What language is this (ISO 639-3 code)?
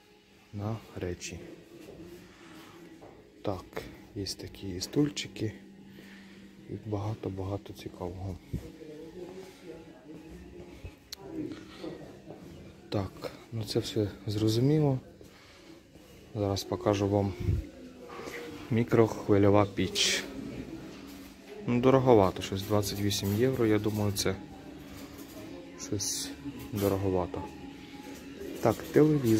ukr